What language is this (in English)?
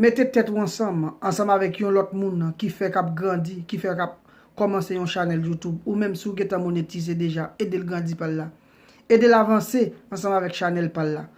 Haitian Creole